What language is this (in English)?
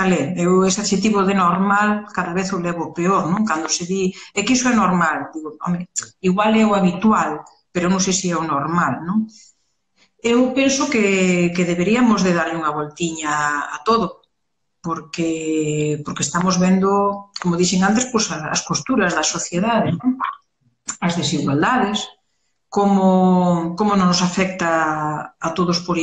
Galician